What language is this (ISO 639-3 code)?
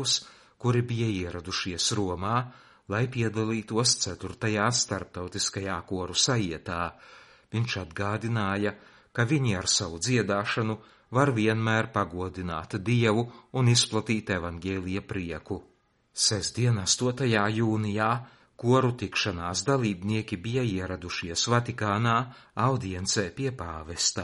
lav